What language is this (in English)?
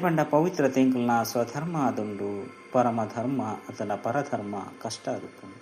Tulu